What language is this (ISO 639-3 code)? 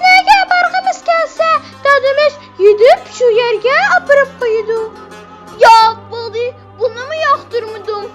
uig